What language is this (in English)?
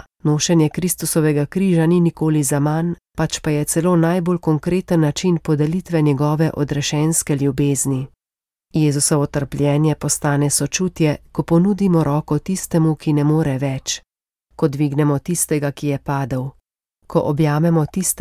Slovenian